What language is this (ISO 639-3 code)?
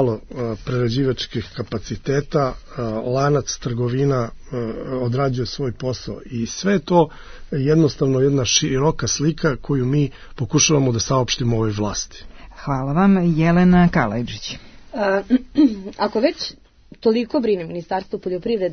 srp